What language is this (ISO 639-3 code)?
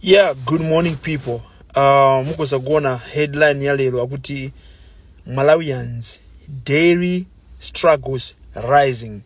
nya